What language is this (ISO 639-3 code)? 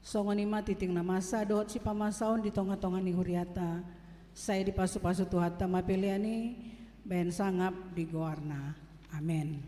bbc